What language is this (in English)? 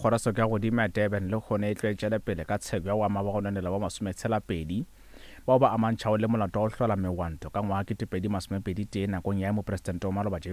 Northern Sotho